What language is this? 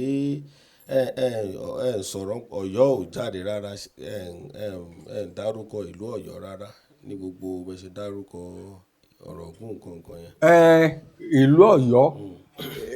Yoruba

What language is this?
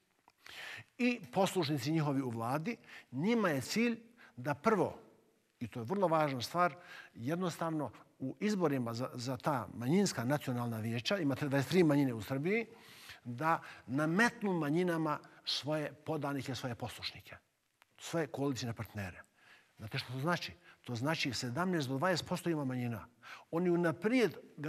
Bosnian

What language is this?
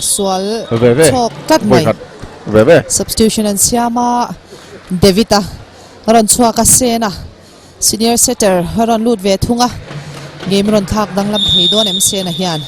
Mizo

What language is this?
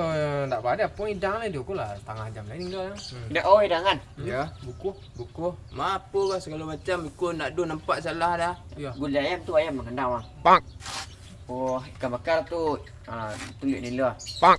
Minangkabau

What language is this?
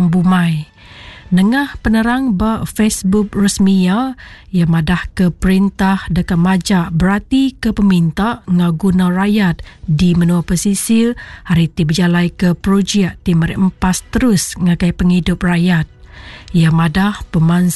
Iban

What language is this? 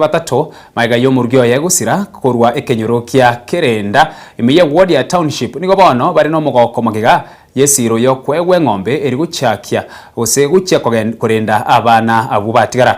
Gusii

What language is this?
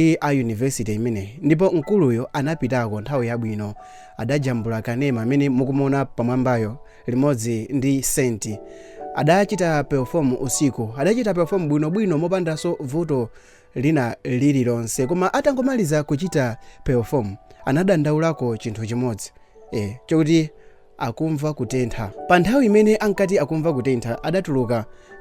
Nyanja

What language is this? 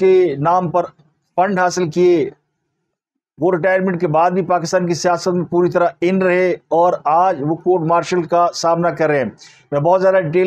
Urdu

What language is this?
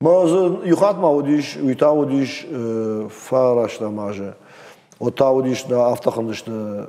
Ossetic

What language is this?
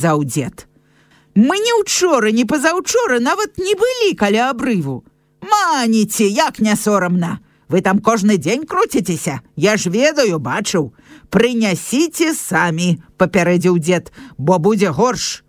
Belarusian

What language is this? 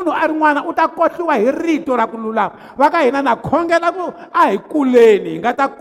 Tsonga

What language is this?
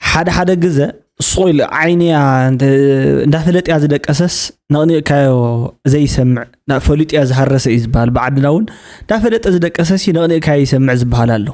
Tigrinya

